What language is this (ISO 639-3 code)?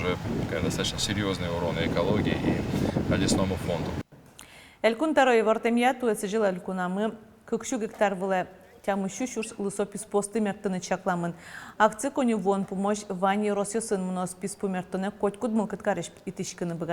udm